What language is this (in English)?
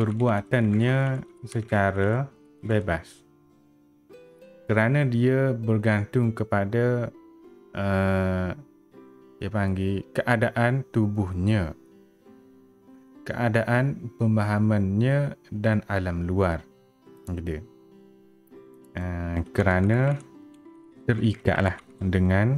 Malay